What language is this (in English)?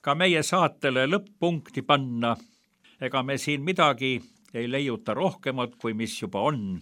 Estonian